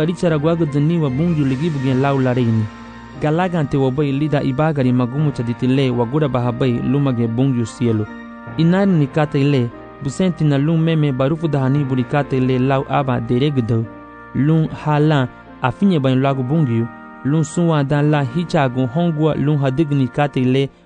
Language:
Garifuna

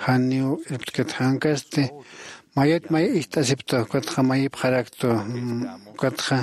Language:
Aymara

